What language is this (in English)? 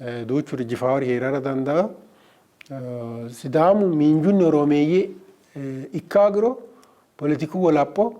Sidamo